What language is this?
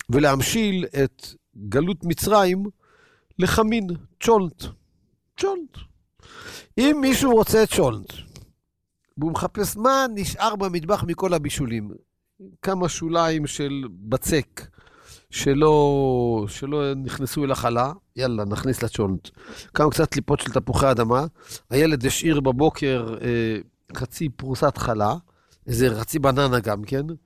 Hebrew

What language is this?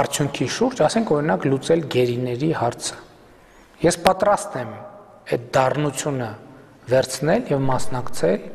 Armenian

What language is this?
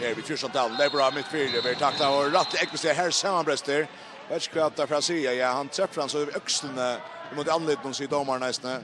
Faroese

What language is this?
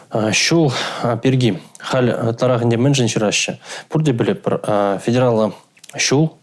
Chuvash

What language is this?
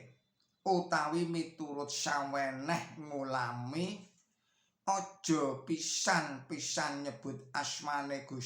Javanese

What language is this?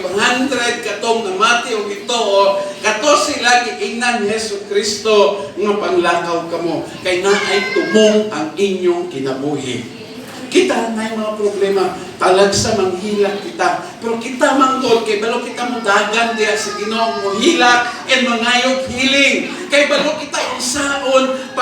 Cebuano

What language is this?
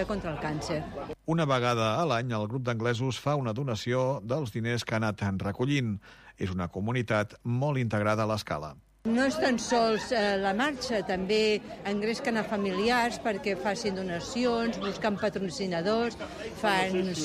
Catalan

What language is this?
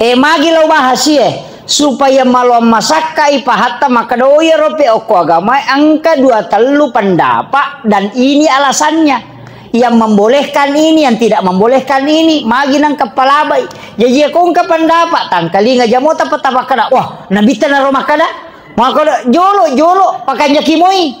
Buginese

